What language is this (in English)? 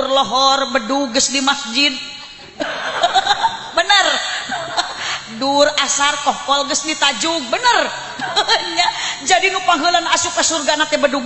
Sundanese